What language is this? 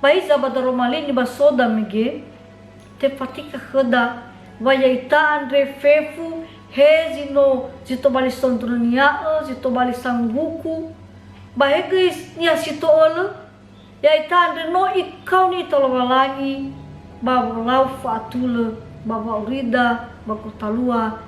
Nias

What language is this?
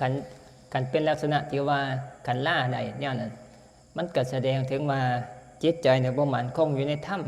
Northeastern Thai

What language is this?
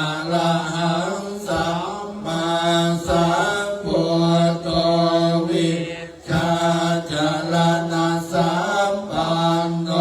Pali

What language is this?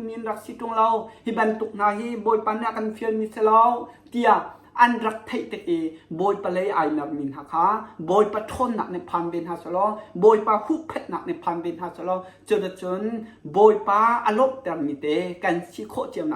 Hakha Chin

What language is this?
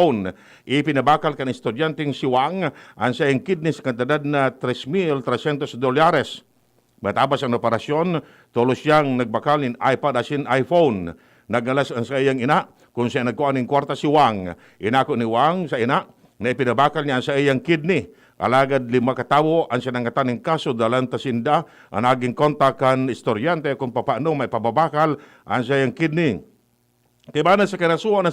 Bikol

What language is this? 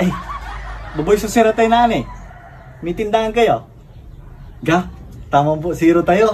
Pangasinan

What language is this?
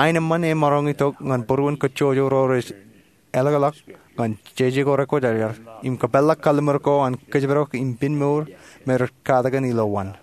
Marshallese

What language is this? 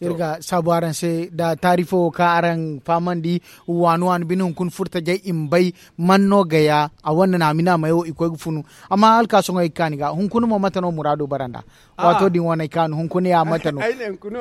Zarma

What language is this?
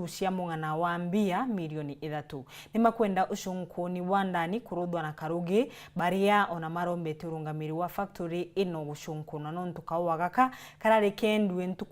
Meru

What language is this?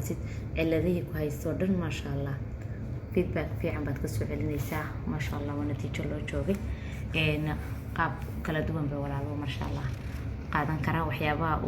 Somali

